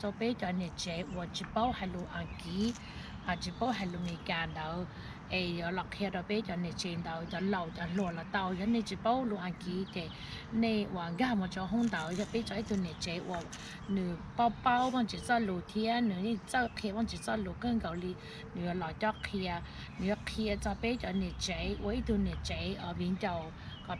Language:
Hmong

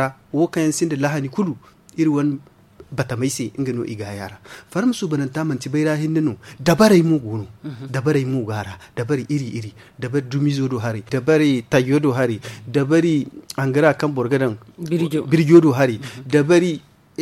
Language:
Zarma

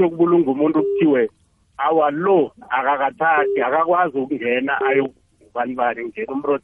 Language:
South Ndebele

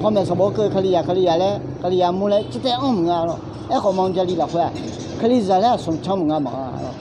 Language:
Akha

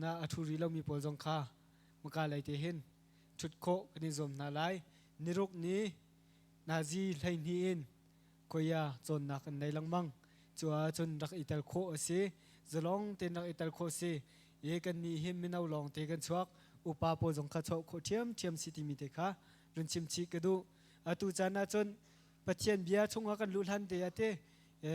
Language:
Hakha Chin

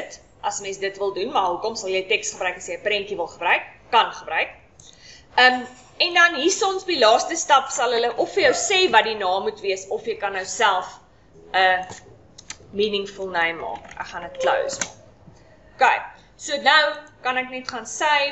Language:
Afrikaans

